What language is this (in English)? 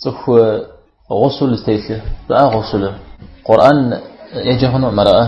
Kabardian